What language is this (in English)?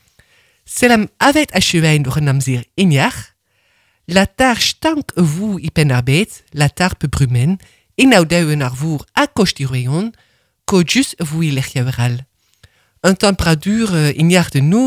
Breton